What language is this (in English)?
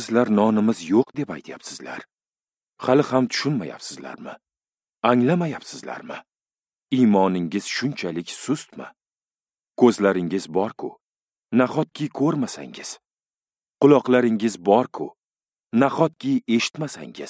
Uzbek